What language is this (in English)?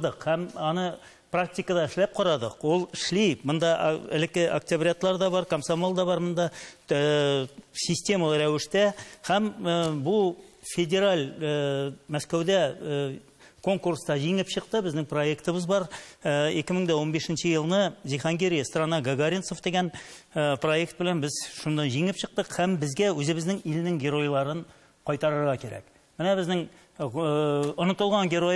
Tatar